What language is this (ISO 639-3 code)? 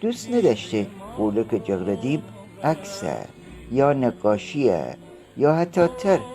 glk